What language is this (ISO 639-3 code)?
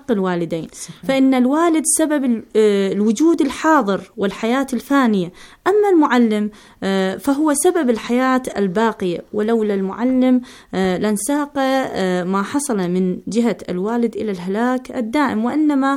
ara